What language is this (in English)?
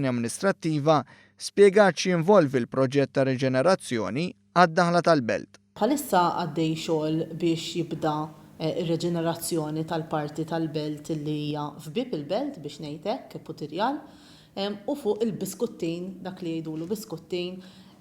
Maltese